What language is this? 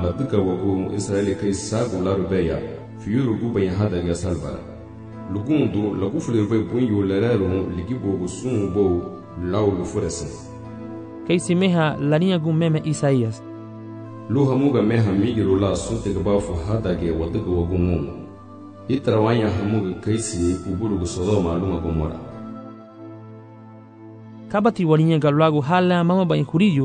Garifuna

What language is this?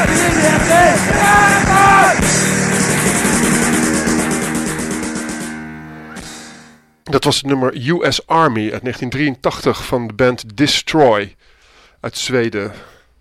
Dutch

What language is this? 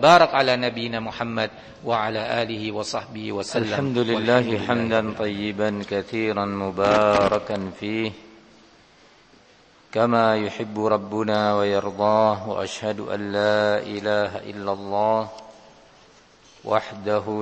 Indonesian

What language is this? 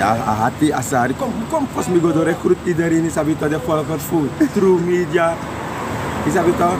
Sranan Tongo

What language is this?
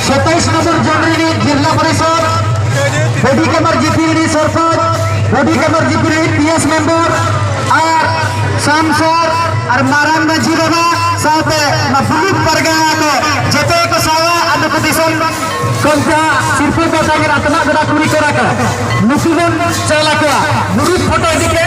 Santali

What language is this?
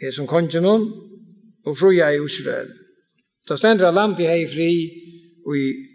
Faroese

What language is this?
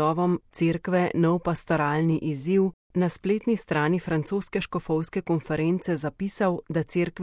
Slovenian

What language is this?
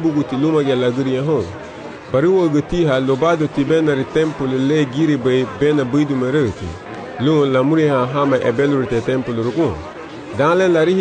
Garifuna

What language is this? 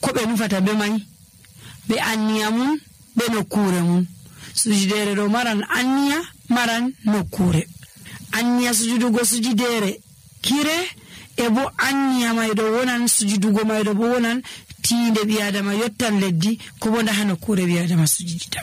Nigerian Fulfulde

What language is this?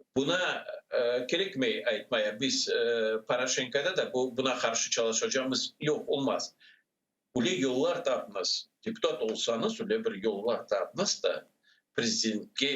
Crimean Tatar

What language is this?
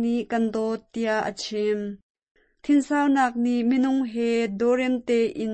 Hakha Chin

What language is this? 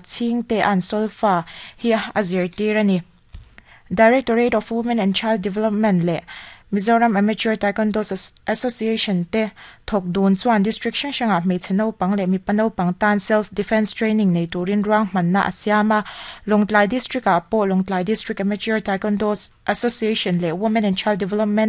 Mizo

